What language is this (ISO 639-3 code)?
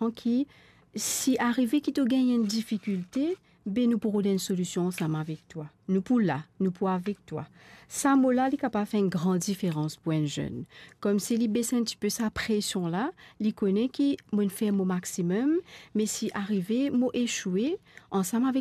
mfe